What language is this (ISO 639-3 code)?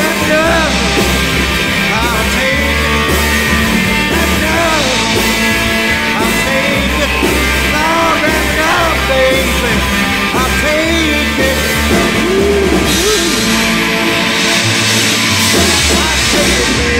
eng